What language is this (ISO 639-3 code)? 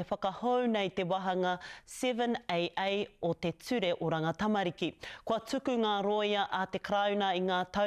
mri